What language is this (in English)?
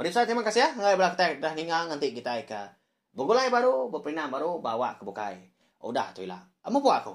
Iban